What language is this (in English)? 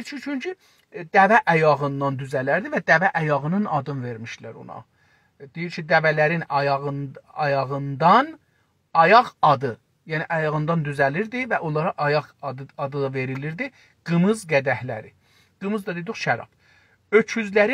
South Azerbaijani